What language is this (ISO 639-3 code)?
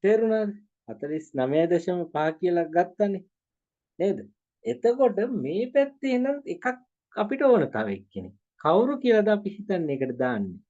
sin